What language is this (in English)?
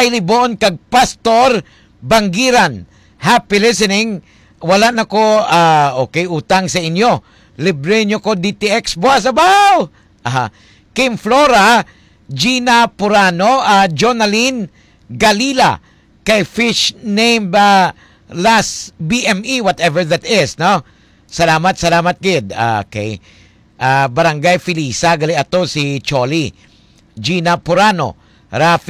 Hiligaynon